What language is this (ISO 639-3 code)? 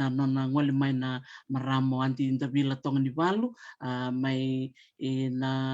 fij